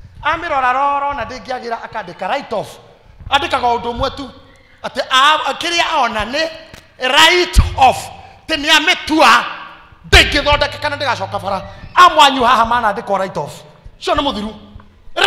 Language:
Kikuyu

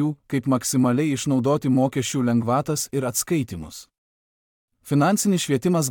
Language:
Lithuanian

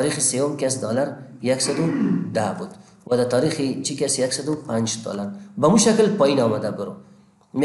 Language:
Persian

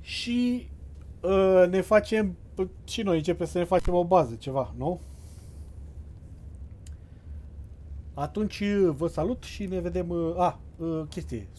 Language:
Romanian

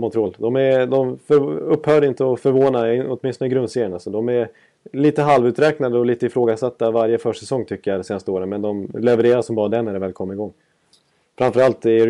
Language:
Swedish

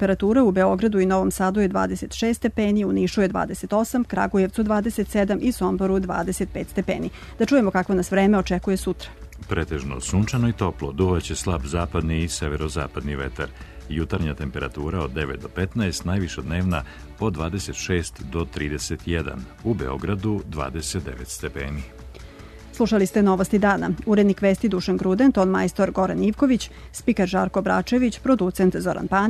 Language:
Serbian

